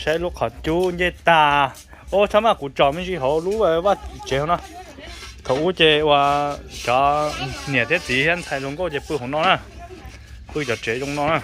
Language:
Hmong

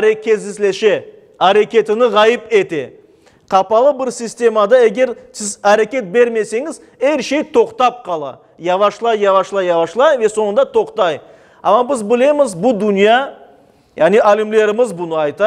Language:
Crimean Tatar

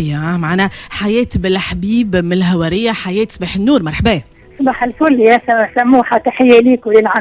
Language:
Tunisian Arabic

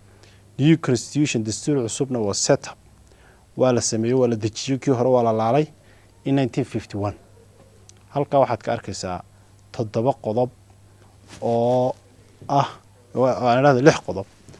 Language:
Somali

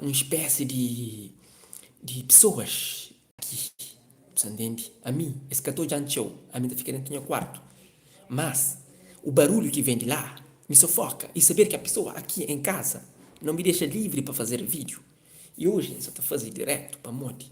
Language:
Kabuverdianu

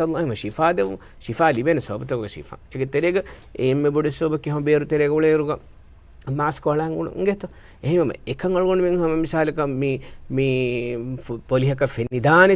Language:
Divehi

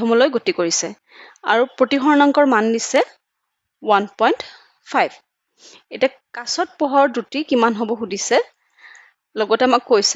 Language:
Assamese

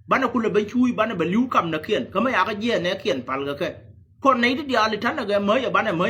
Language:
Nuer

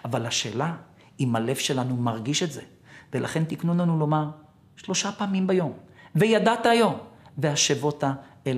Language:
Hebrew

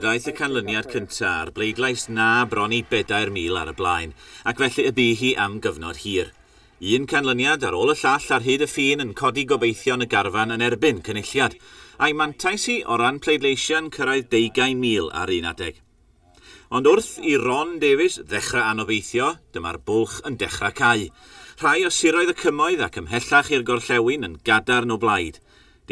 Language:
Welsh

